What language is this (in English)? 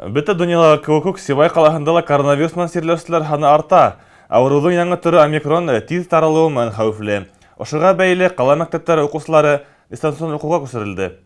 Bashkir